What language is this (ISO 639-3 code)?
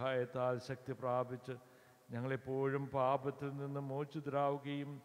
mal